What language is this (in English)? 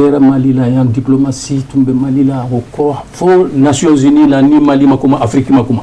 Bambara